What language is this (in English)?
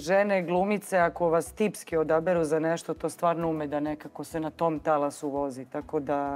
Serbian